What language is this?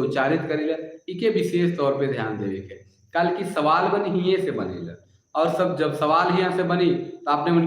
Sadri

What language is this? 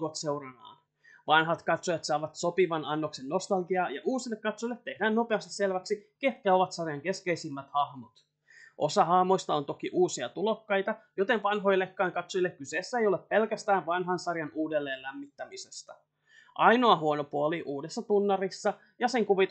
Finnish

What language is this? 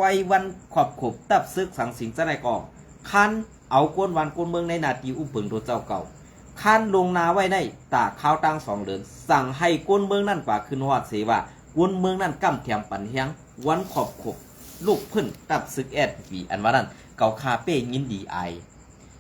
Shan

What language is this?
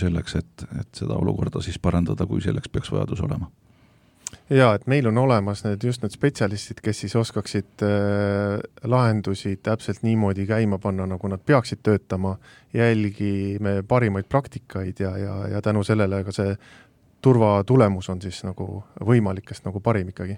Estonian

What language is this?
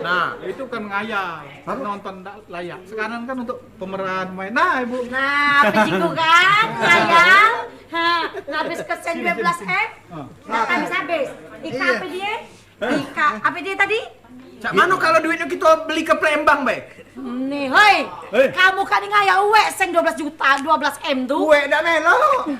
Musi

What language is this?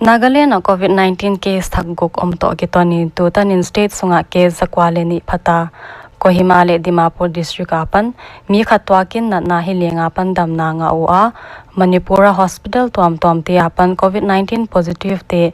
Paite Chin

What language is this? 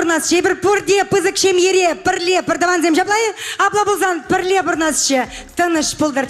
Chuvash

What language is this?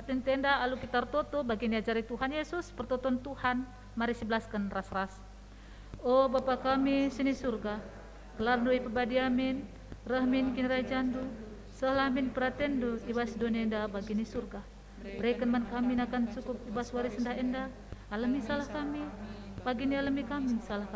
Batak Karo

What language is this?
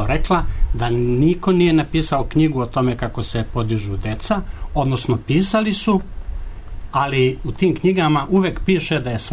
Serbian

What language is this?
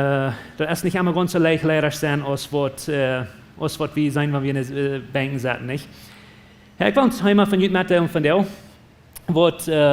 Plautdietsch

